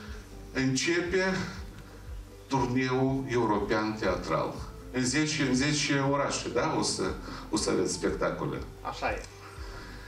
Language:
Romanian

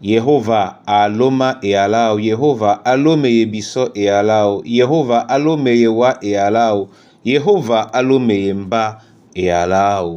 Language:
Duala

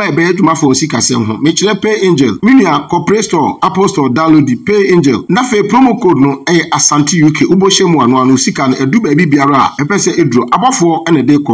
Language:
Akan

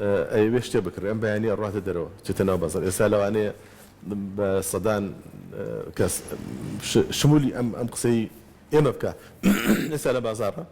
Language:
Central Kurdish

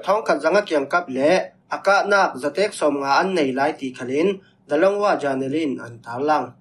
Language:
Falam Chin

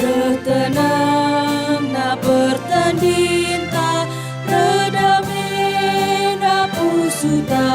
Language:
Batak Karo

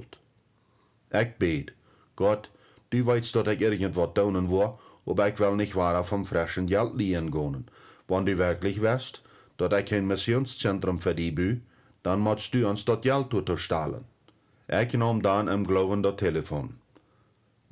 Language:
Plautdietsch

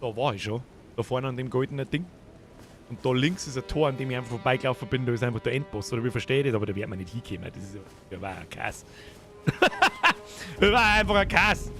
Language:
Bavarian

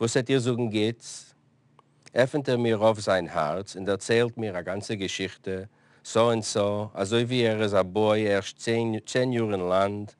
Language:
Yiddish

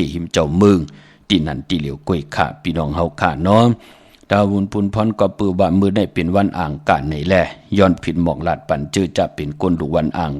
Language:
Shan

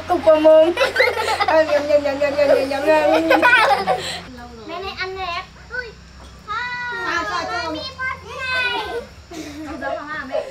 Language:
Vietnamese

